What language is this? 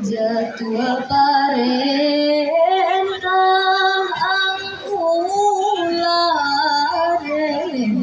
Minangkabau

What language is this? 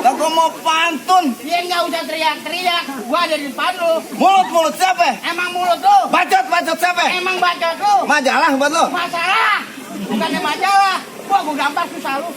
Betawi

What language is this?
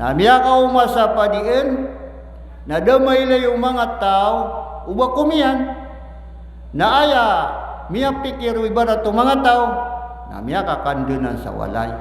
Maranao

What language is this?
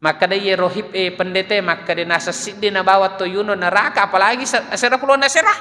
Buginese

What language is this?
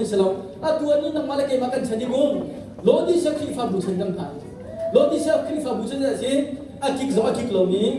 Hakha Chin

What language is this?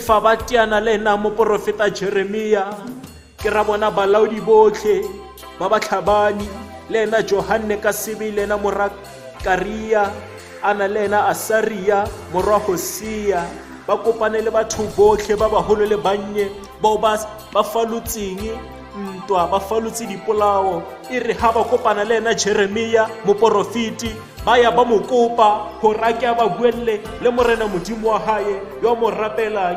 Tswana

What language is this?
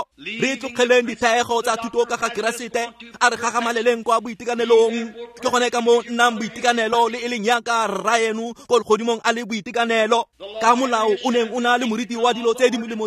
Tswana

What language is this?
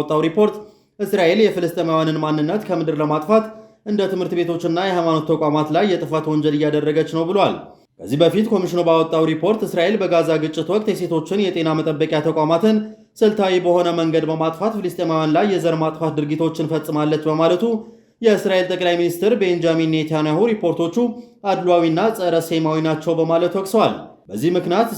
Amharic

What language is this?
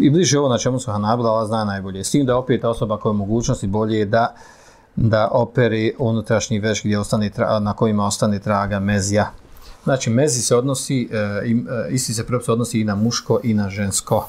Bosnian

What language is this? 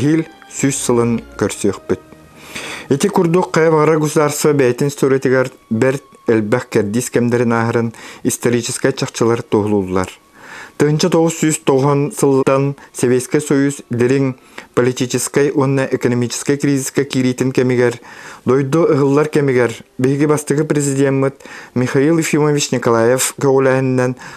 Yakut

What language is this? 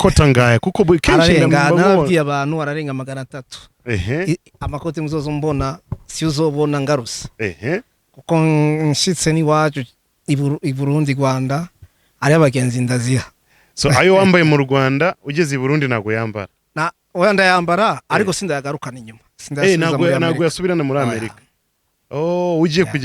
Rundi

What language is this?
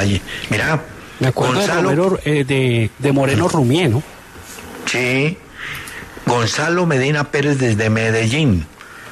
Spanish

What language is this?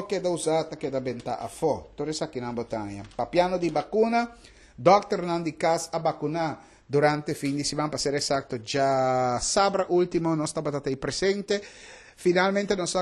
Papiamento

